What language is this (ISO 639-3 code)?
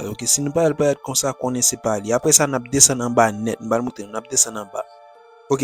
hat